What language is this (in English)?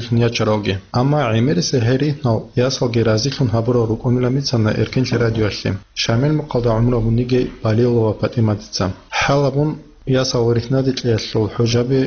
Avaric